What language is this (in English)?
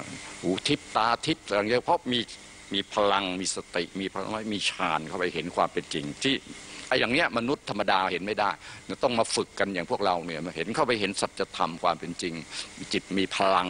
Thai